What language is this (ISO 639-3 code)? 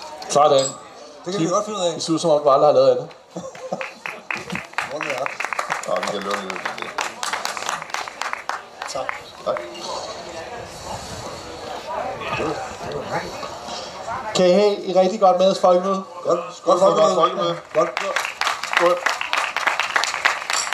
dan